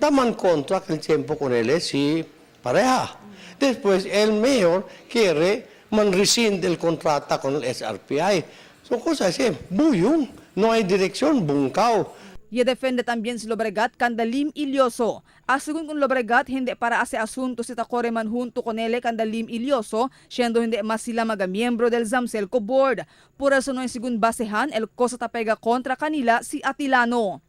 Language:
Chavacano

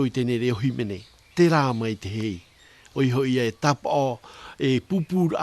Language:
Tahitian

